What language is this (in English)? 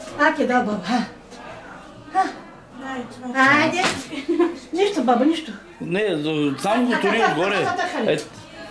Bulgarian